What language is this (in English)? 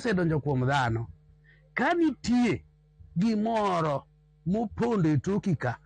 Luo (Kenya and Tanzania)